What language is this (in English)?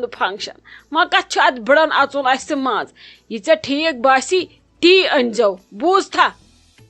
Kashmiri